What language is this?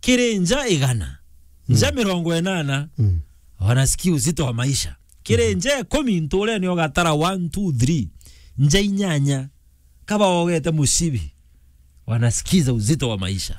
Meru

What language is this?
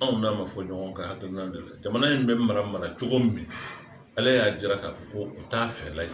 Bambara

